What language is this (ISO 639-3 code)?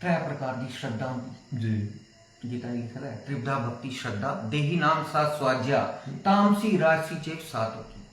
doi